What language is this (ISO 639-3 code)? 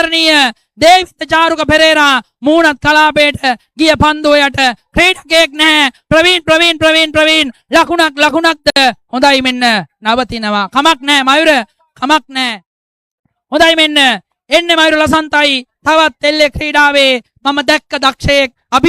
sin